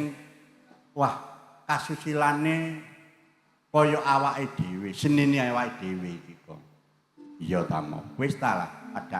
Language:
Javanese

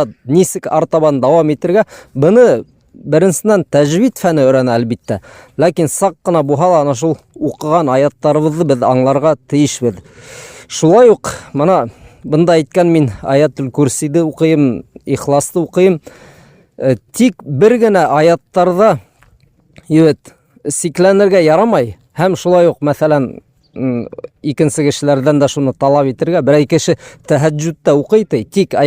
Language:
Bashkir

